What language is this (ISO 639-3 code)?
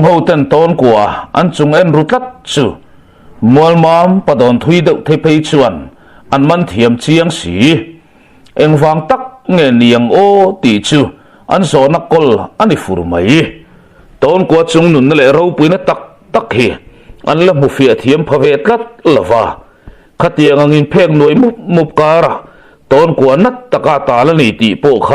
lus